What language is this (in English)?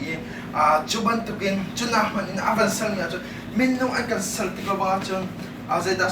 Hakha Chin